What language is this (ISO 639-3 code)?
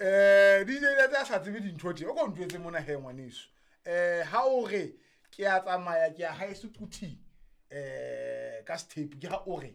sot